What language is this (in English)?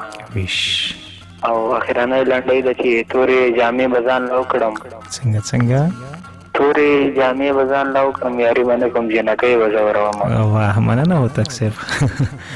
Pashto